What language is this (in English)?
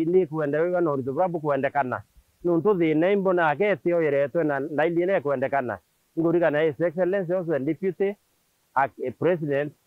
Meru